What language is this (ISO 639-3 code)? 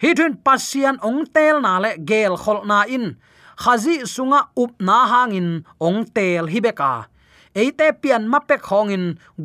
ctd